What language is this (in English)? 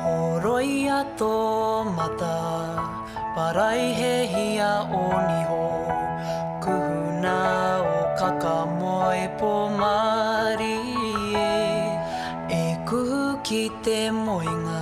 Māori